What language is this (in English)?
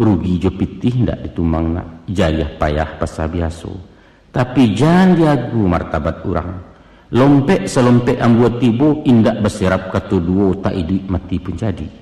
Minangkabau